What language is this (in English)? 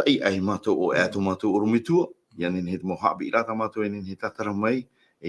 Tahitian